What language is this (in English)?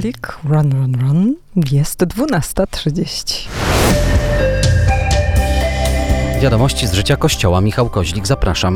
Polish